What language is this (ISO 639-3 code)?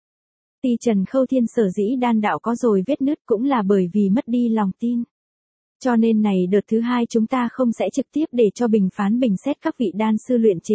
vie